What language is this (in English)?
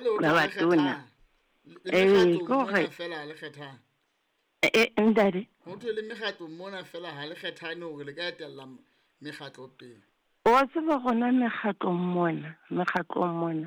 Southern Sotho